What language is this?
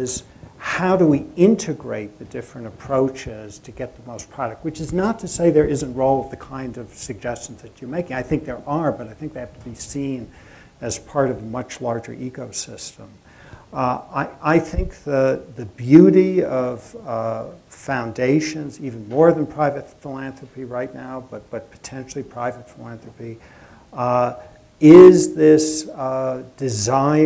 English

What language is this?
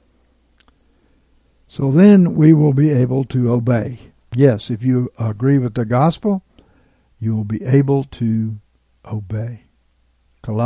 English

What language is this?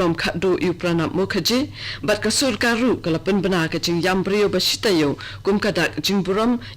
Khasi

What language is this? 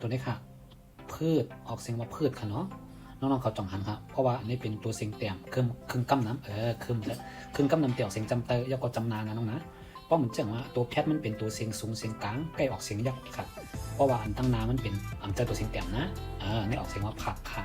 Shan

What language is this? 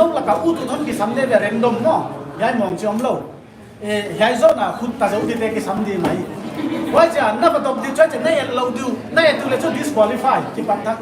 Paite Chin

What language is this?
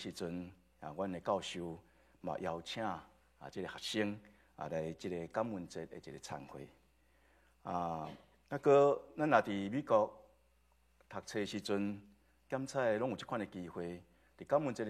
Min Nan Chinese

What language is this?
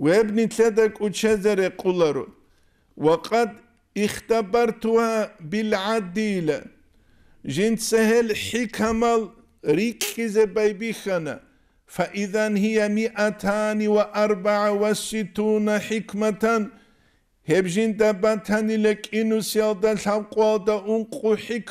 Avaric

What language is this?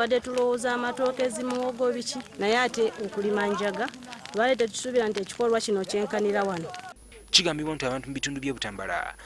Ganda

